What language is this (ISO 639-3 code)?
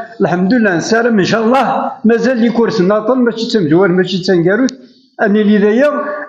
kab